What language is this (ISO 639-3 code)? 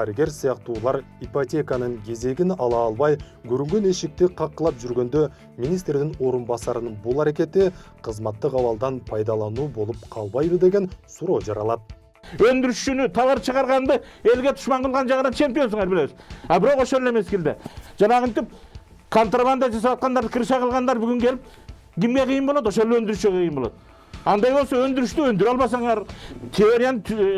kir